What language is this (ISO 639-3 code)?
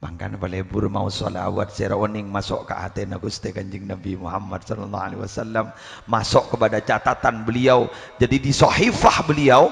mad